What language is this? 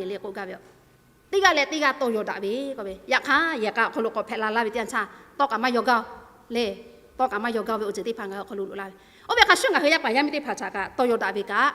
Lahu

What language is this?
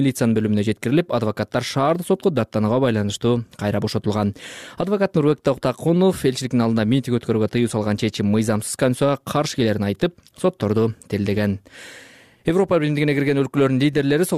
Kyrgyz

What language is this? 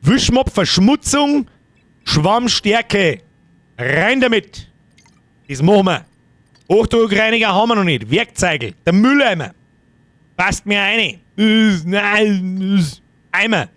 Bavarian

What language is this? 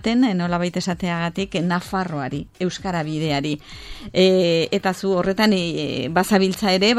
Basque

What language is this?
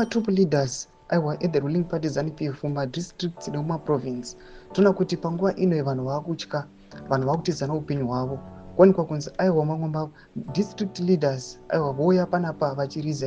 Shona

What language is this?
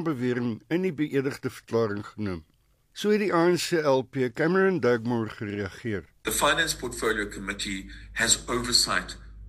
Afrikaans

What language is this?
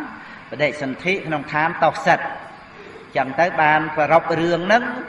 Khmer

